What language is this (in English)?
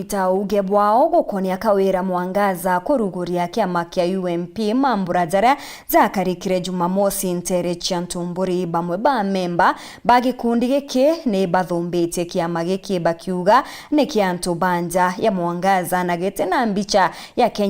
Meru